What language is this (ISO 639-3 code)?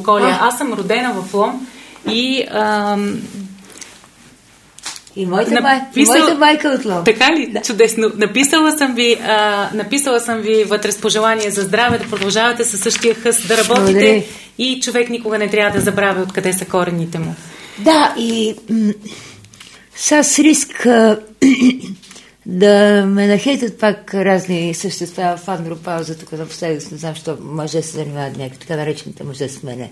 bul